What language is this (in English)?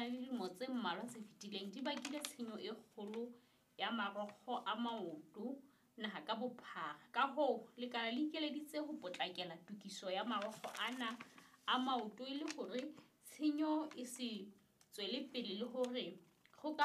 Southern Sotho